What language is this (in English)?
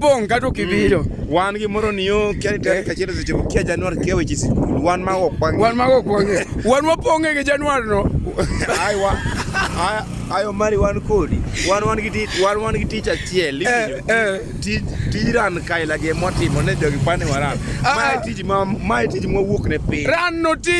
Luo (Kenya and Tanzania)